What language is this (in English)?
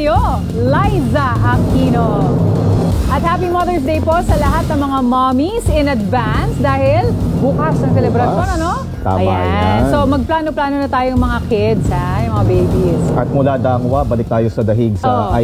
Filipino